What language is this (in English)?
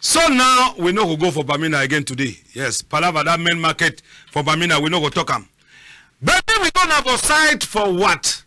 Cameroon Pidgin